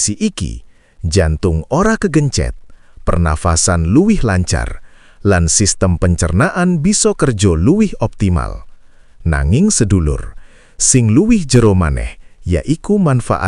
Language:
Javanese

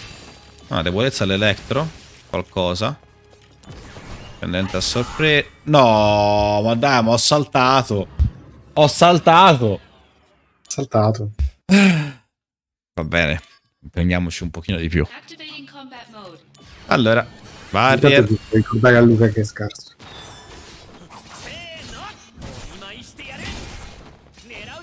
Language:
Italian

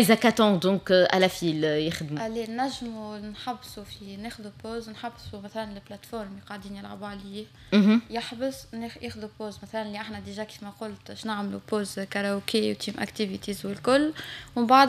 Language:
Tunisian Arabic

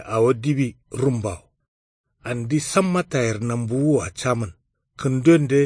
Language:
Kanuri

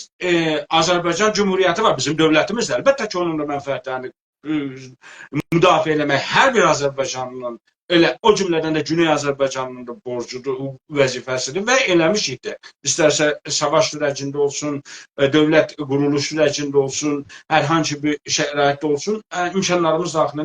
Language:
South Azerbaijani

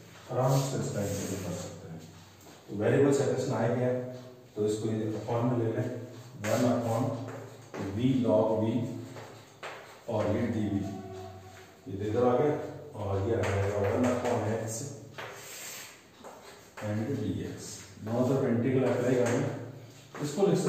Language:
Hindi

